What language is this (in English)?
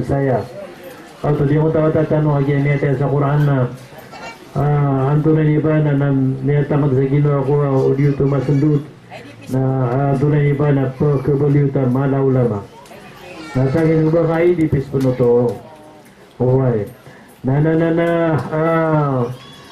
Maranao